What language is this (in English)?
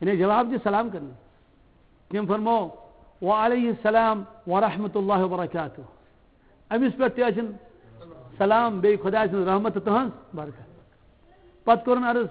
Kashmiri